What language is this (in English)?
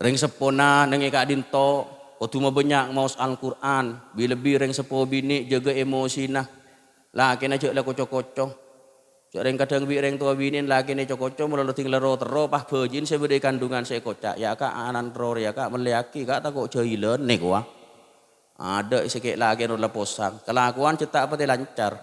Madurese